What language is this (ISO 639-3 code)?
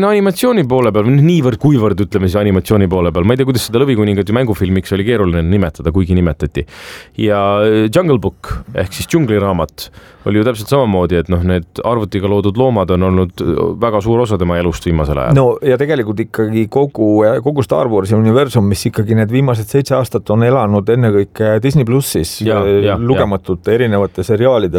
est